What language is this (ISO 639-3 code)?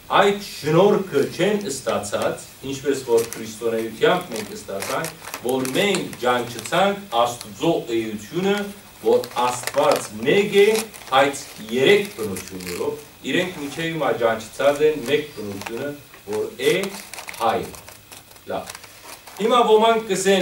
hyw